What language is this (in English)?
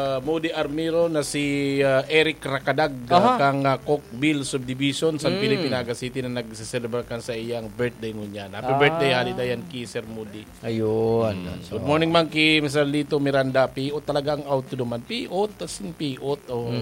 Bikol